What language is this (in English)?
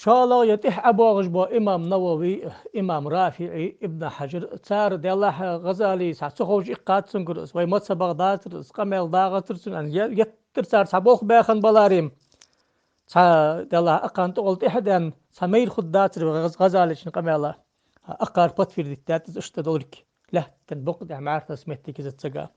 Ingush